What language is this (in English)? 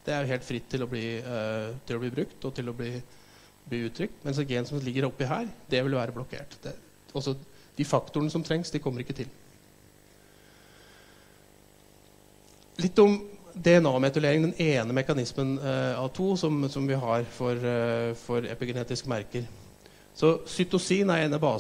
Norwegian